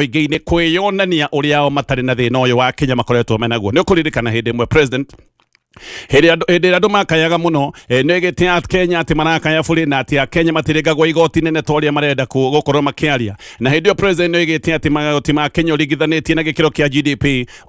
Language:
Kikuyu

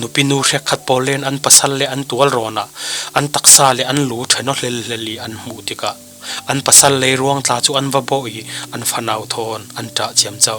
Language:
Falam Chin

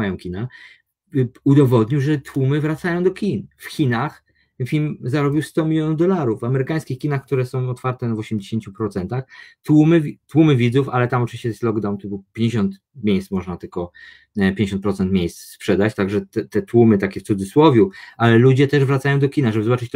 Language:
Polish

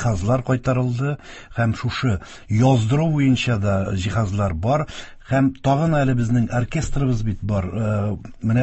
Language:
Tatar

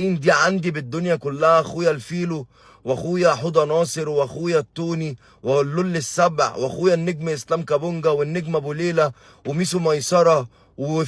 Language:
Egyptian Arabic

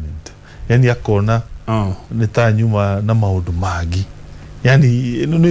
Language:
Kikuyu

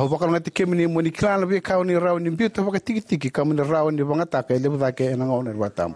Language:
Fijian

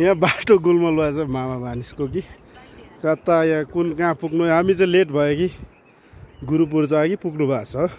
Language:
Nepali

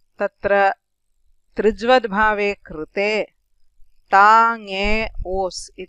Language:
Sanskrit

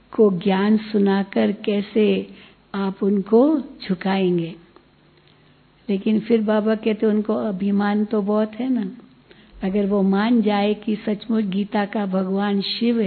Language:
Hindi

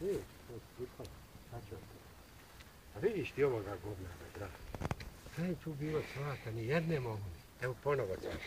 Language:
Bosnian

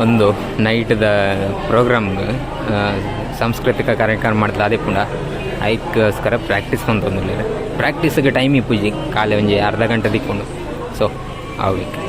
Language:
Tulu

